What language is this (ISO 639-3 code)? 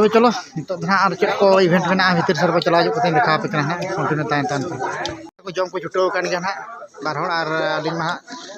sat